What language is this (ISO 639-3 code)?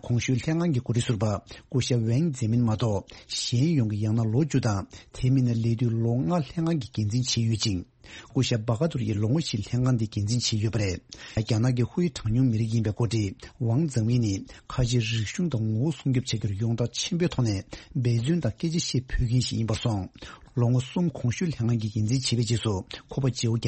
bod